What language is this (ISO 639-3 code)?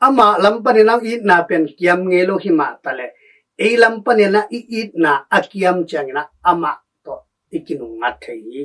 ctd